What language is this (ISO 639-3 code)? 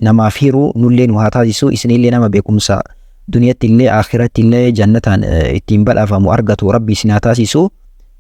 orm